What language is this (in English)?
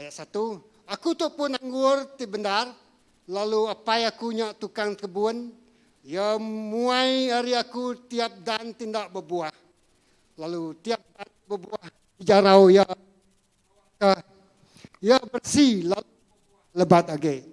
Iban